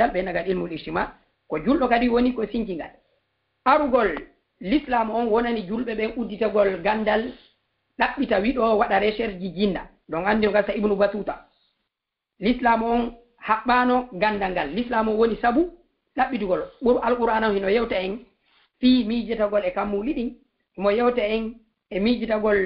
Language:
Fula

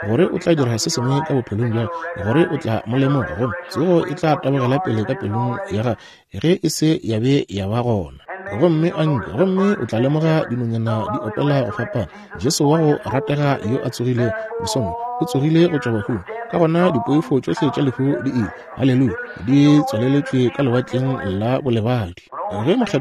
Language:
Northern Sotho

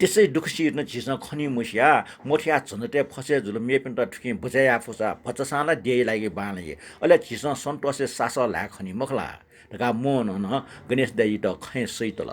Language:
Newari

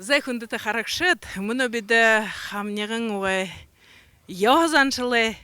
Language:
Buriat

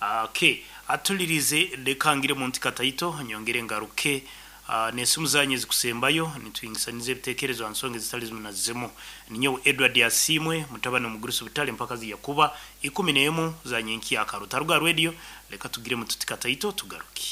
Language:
Nyoro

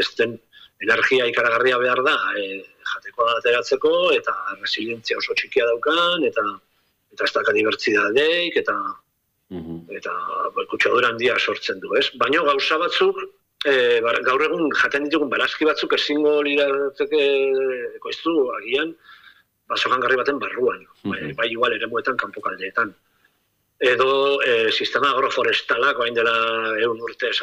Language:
Basque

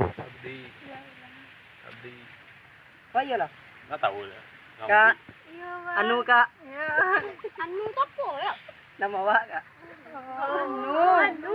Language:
Minangkabau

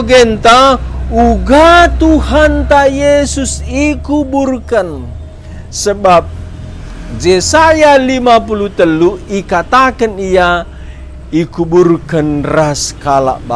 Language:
Batak Karo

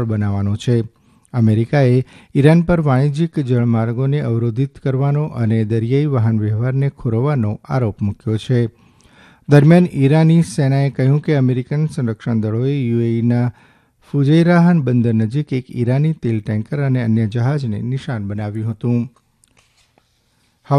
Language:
Gujarati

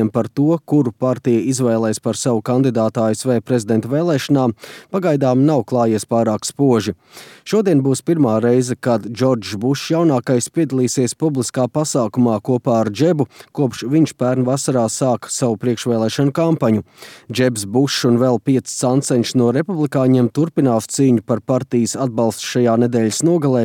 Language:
Latvian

